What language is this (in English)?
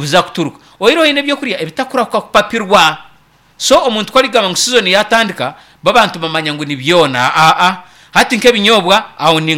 Nyankole